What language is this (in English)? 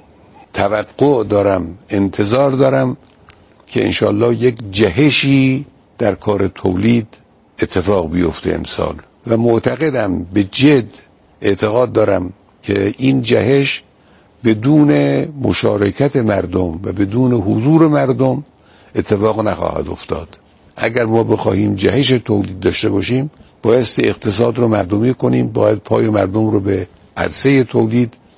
Persian